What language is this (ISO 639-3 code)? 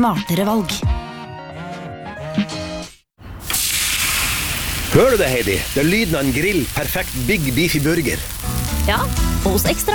nor